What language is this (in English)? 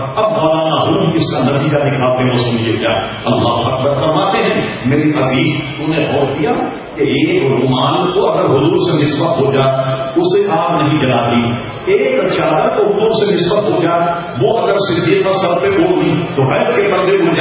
Urdu